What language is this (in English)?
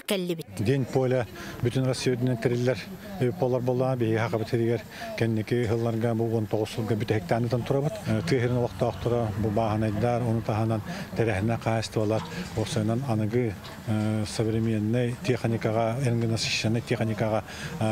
Yakut